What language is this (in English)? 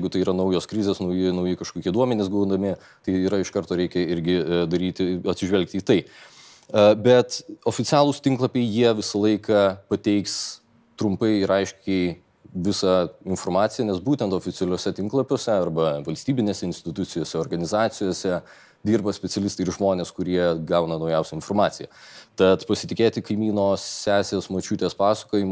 Lithuanian